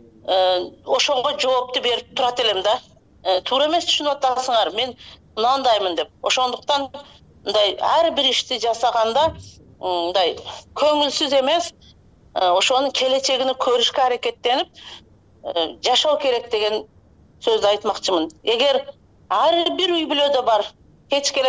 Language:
Kyrgyz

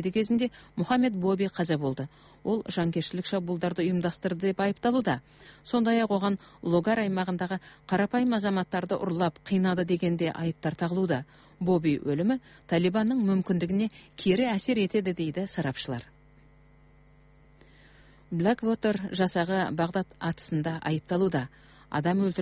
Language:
Kazakh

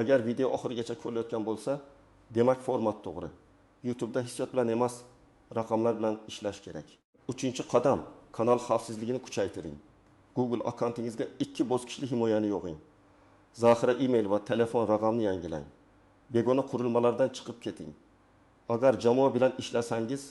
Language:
Uzbek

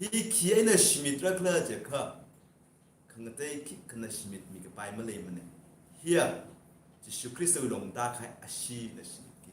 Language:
Tangkhul Naga (India)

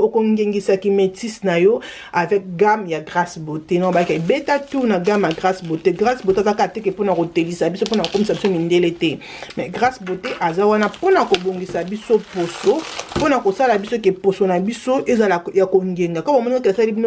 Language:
Lingala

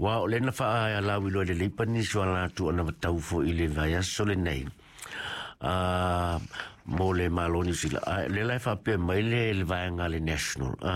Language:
Samoan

